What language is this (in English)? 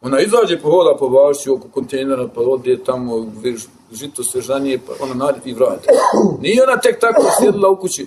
Bosnian